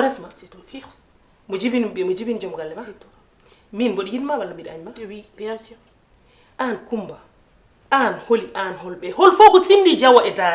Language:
Fula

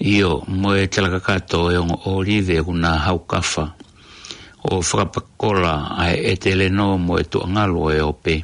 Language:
Tongan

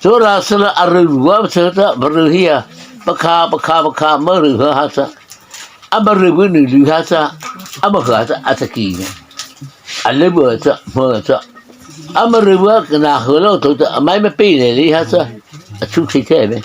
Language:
Mara Chin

